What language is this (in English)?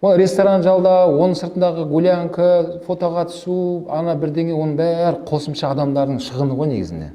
Kazakh